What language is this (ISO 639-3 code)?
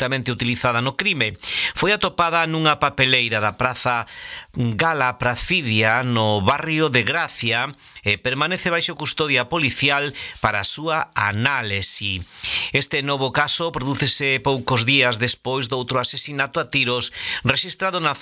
glg